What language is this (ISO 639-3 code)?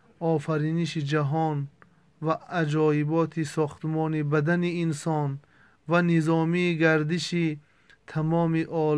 tgk